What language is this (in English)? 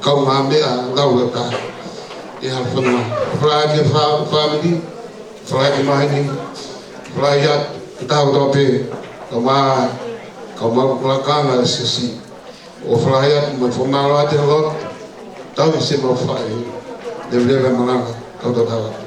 Tongan